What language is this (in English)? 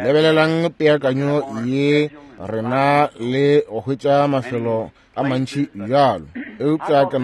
Northern Sotho